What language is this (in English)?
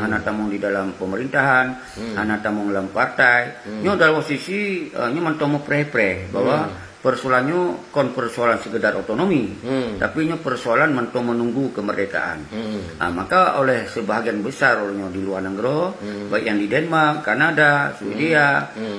Achinese